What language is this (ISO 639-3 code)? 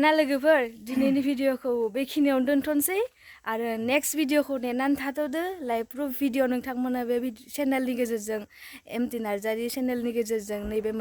brx